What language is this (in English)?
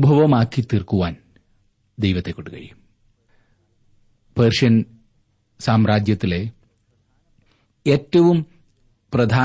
Malayalam